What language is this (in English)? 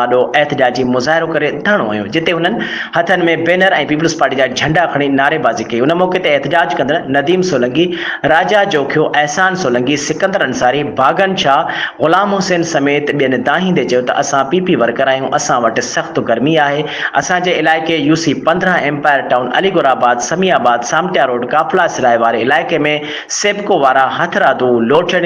Sindhi